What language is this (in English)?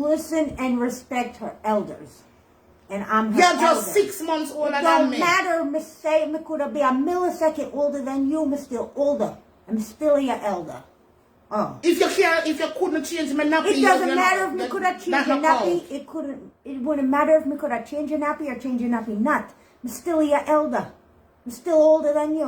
Jamaican Creole English